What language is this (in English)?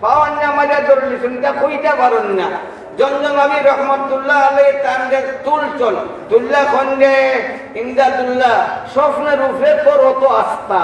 Sylheti